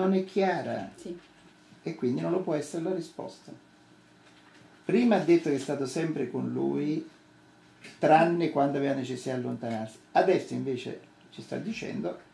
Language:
Italian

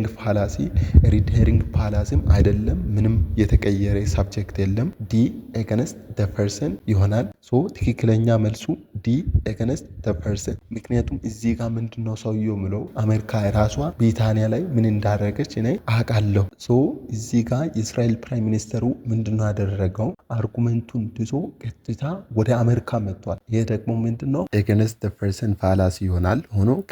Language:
Amharic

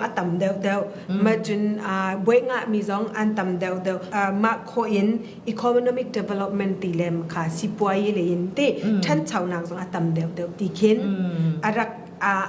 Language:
Falam Chin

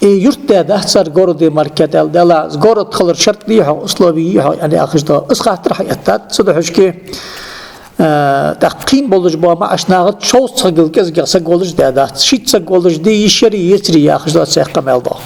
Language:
Ingush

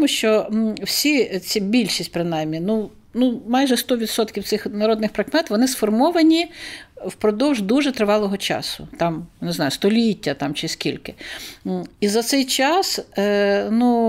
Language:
Ukrainian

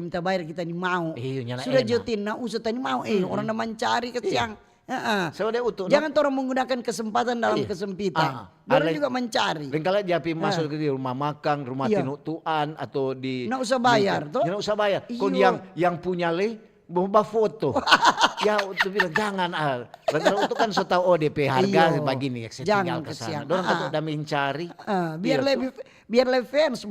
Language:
Manado Malay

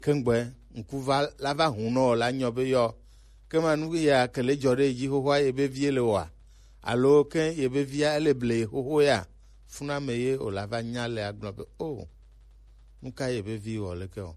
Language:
Gen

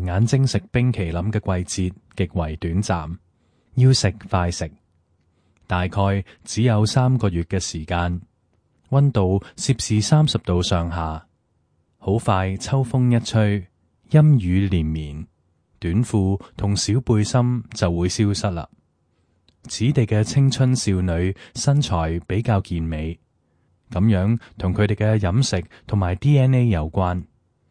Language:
Cantonese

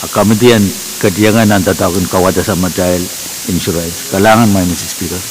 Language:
Pohnpeian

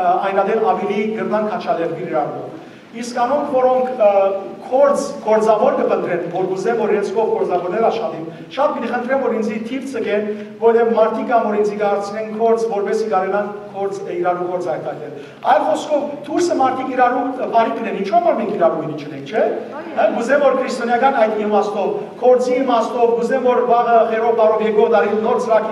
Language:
Western Armenian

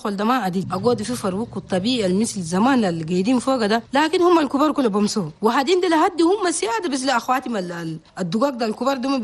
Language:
Chadian Arabic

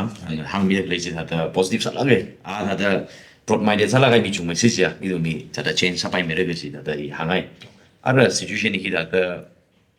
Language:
Tangkhul Naga (India)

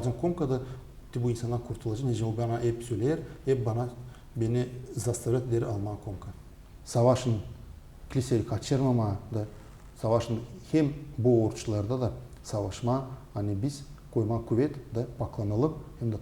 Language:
Gagauz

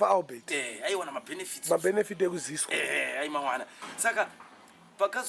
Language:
Shona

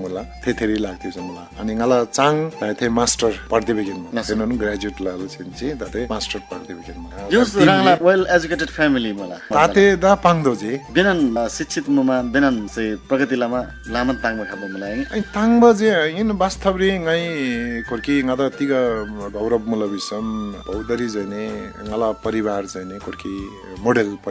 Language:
Eastern Tamang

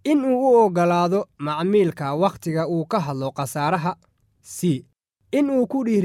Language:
Somali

